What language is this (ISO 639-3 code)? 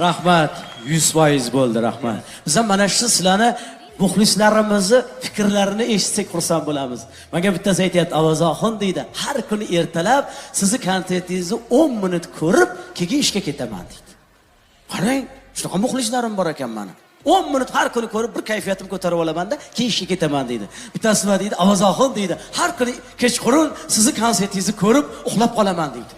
uzb